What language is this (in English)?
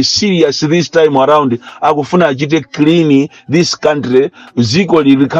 Nyanja